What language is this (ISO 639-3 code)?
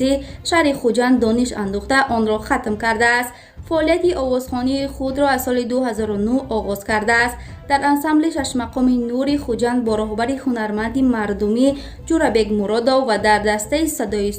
tgk